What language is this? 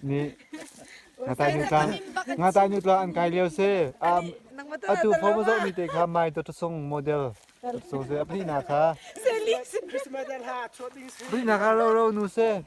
Hakha Chin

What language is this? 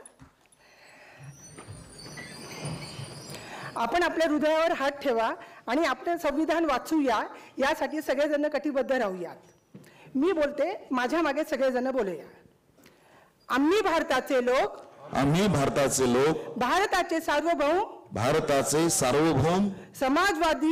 Marathi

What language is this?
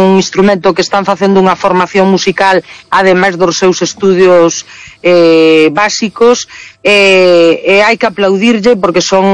Galician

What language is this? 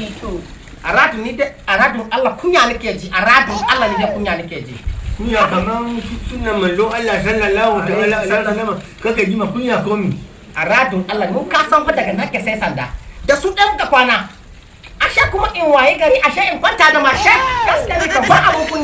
Hausa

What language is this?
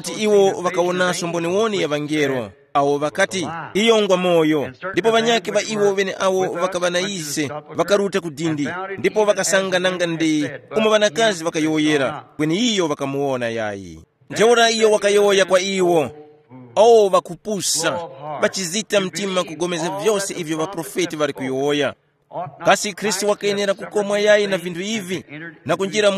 Tumbuka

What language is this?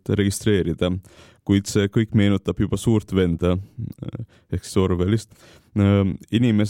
Estonian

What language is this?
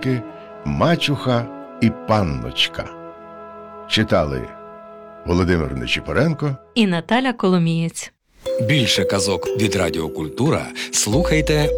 Ukrainian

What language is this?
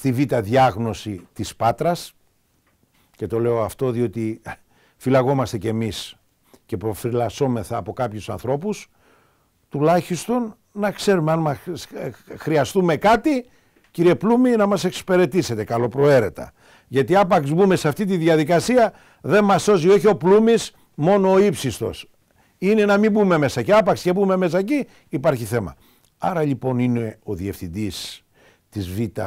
Greek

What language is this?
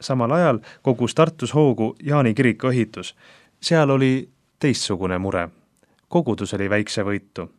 Estonian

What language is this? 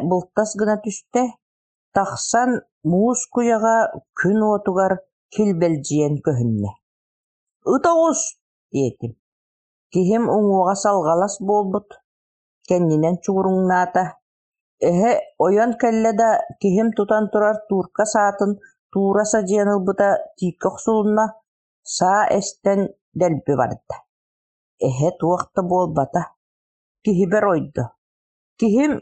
Yakut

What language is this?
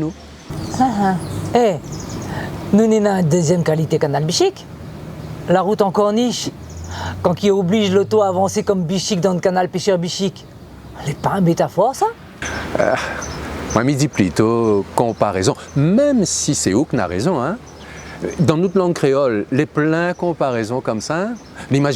Réunion Creole French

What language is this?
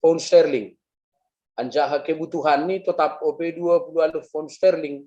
Batak Simalungun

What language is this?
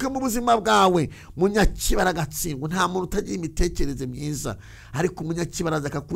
Kinyarwanda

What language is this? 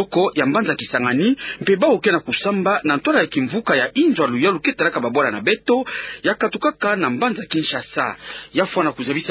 Kituba (Democratic Republic of Congo)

